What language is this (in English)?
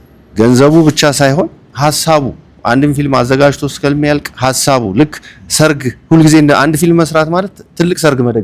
Amharic